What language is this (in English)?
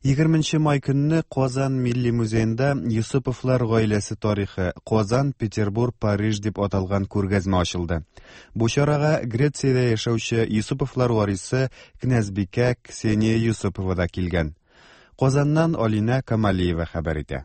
Tatar